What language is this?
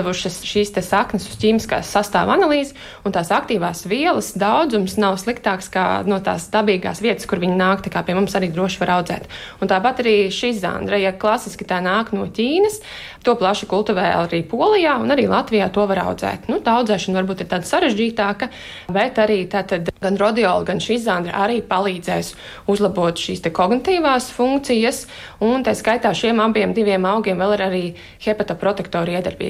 Latvian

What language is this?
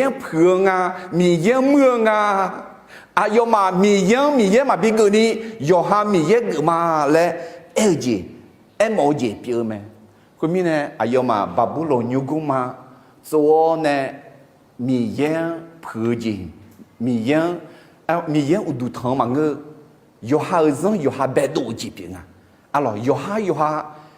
Akha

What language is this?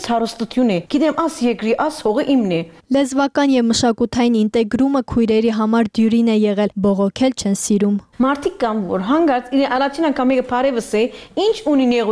Armenian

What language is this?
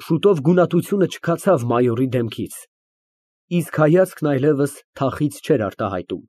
Armenian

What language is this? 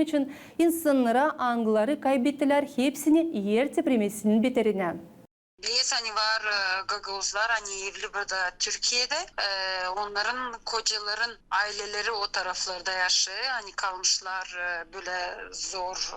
Gagauz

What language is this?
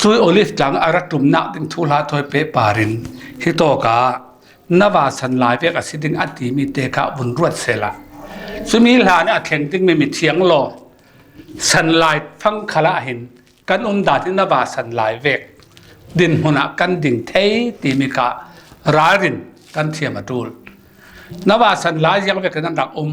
Falam Chin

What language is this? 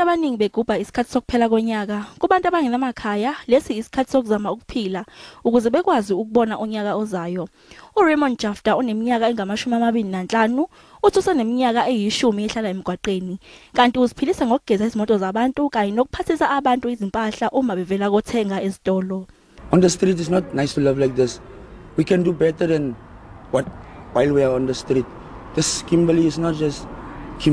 Zulu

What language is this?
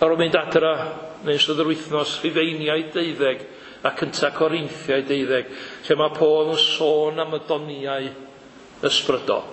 Welsh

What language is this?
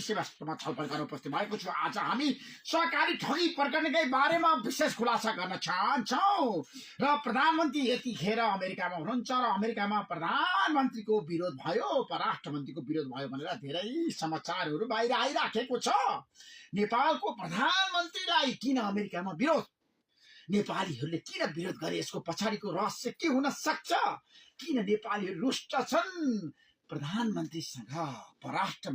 Nepali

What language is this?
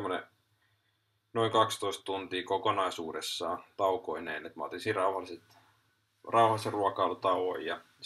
Finnish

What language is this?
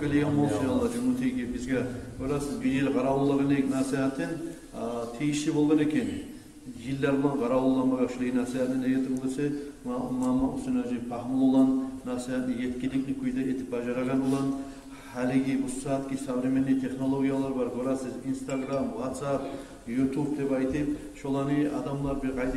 Kumyk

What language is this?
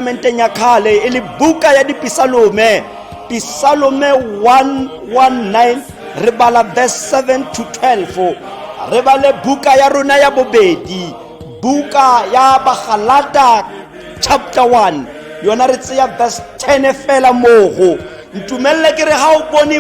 Tswana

